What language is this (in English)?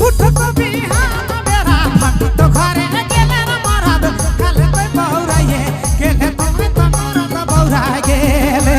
Sadri